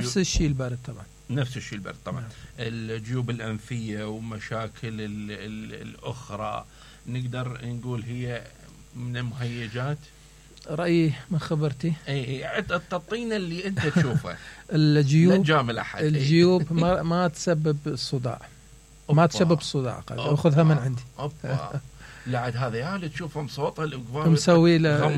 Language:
Mesopotamian Arabic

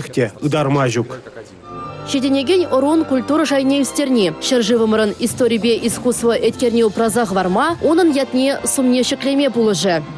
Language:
Chuvash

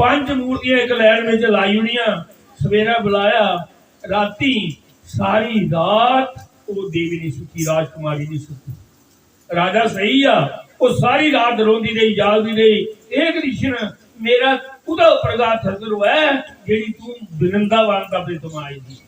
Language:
Dogri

